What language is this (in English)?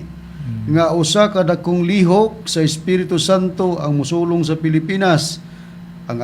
Cebuano